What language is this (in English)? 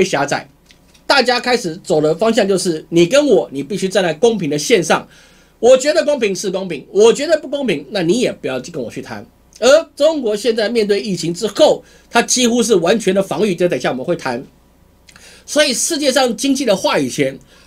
Chinese